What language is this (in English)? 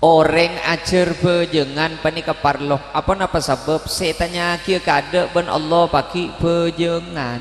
Madurese